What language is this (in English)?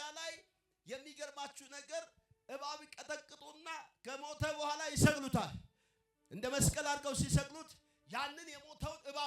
Amharic